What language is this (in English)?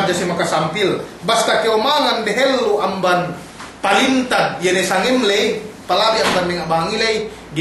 Yakan